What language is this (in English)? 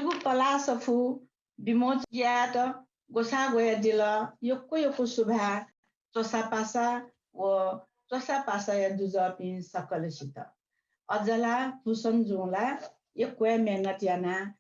Newari